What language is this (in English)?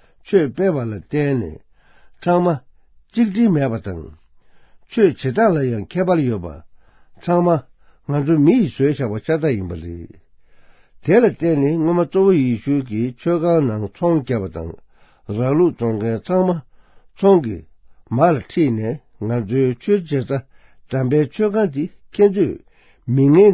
Tibetan